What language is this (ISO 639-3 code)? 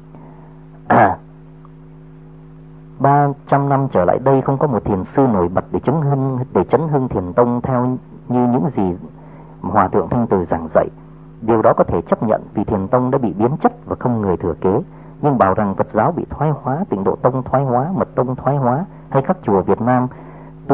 vie